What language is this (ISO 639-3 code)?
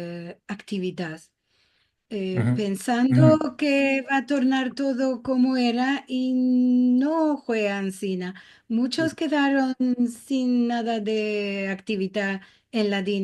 lad